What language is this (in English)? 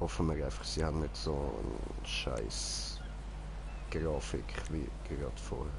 Swiss German